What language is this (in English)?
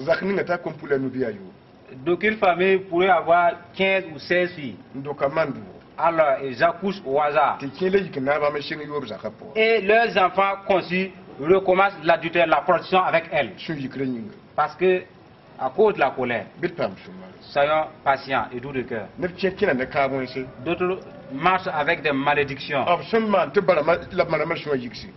Mossi